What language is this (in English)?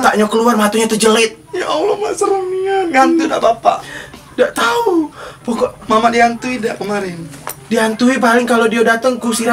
Musi